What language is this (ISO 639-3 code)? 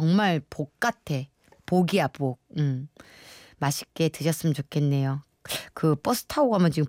kor